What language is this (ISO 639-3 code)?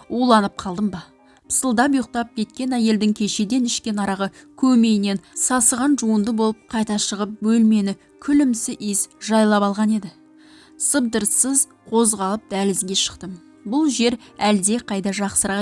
kaz